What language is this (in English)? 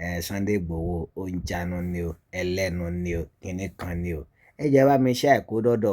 Yoruba